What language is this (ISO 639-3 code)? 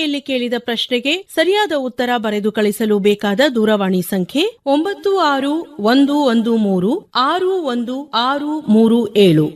kan